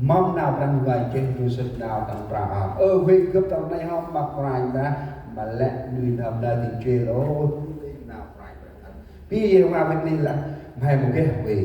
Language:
Central Mnong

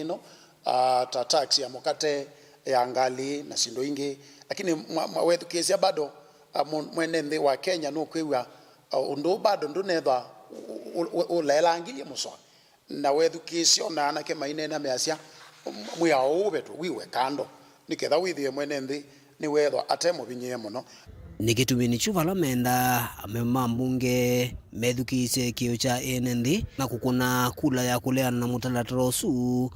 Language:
Kamba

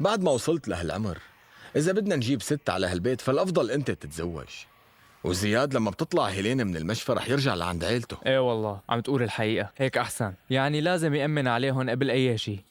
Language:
North Levantine Arabic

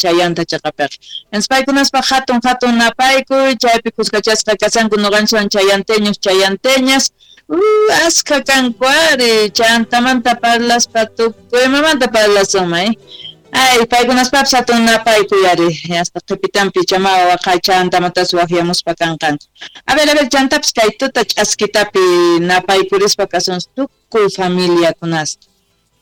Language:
South Bolivian Quechua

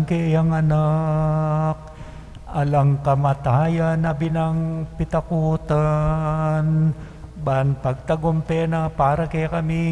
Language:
Pampanga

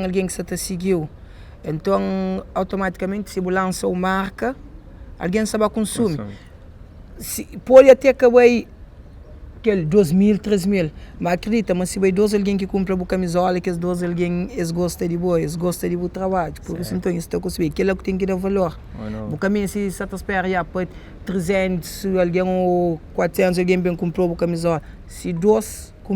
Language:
Kabuverdianu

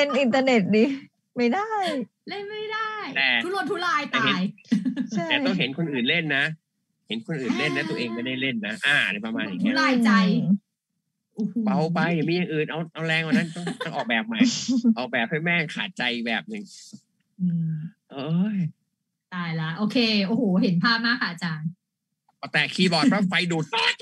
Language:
Thai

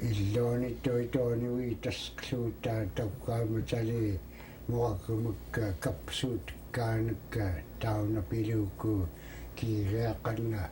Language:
Central Yupik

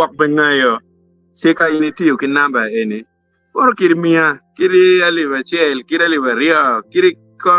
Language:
Acoli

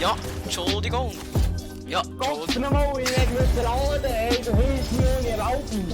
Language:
Swiss German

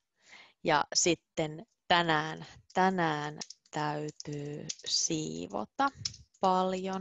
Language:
Finnish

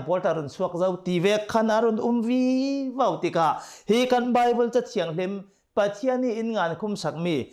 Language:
Hakha Chin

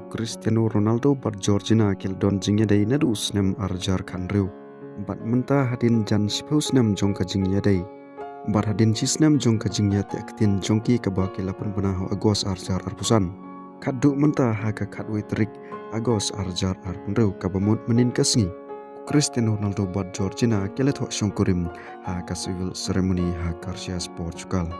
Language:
Khasi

